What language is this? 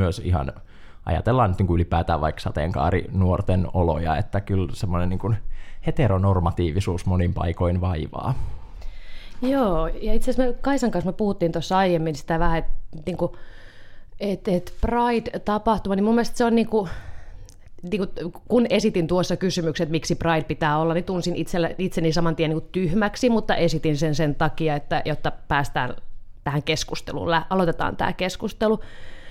Finnish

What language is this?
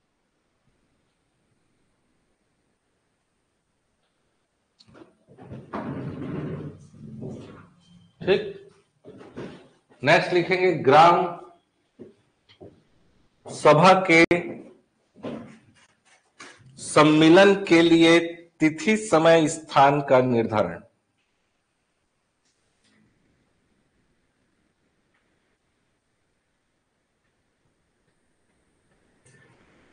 Hindi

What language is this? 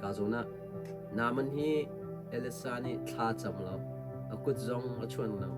Hakha Chin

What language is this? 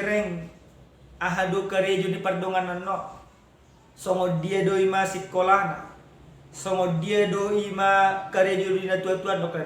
Batak Toba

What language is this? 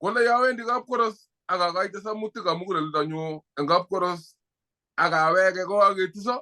Kalenjin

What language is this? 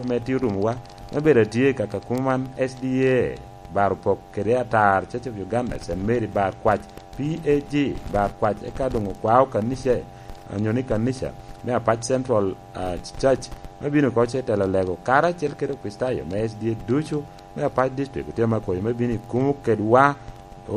Lango (Uganda)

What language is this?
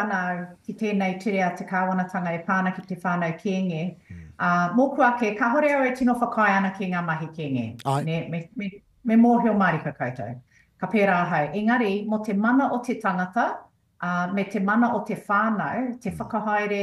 Māori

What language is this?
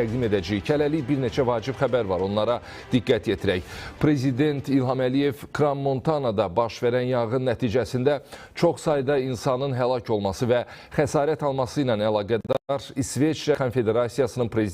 Azerbaijani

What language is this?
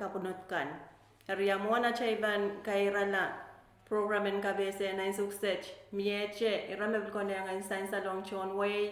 Pohnpeian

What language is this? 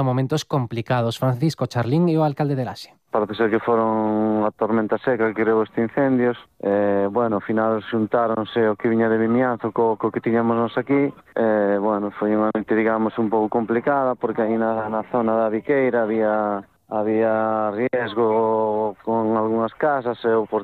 Galician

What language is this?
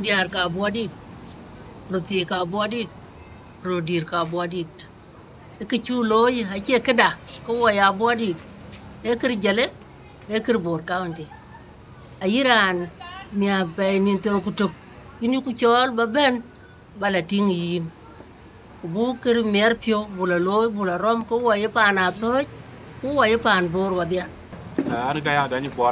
Dinka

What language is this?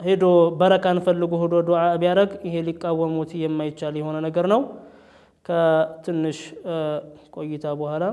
Amharic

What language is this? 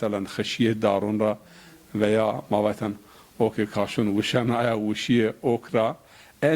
Zaza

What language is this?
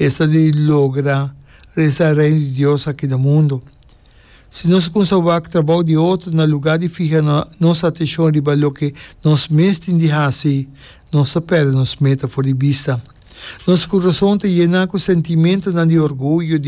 Papiamento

